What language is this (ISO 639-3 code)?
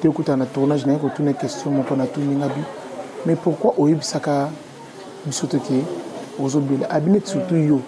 lin